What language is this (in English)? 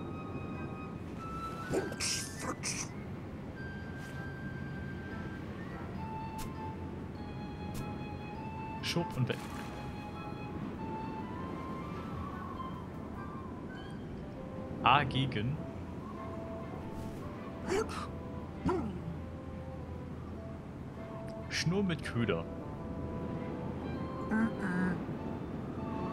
German